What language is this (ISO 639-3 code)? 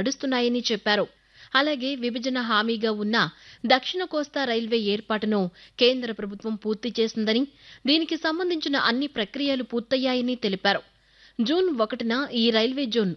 tel